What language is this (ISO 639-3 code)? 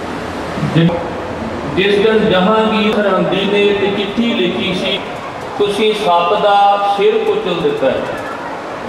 pan